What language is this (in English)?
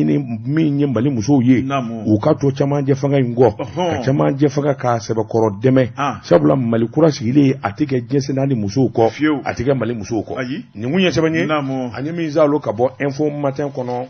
Bambara